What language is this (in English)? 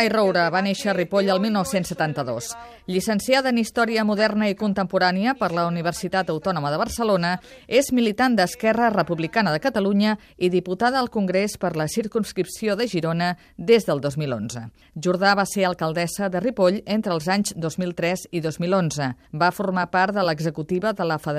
Catalan